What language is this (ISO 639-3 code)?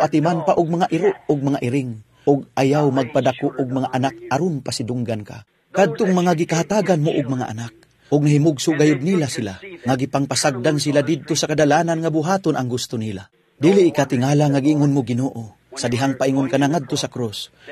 ceb